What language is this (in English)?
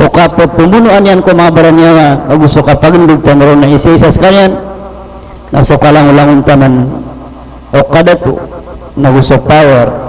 Maranao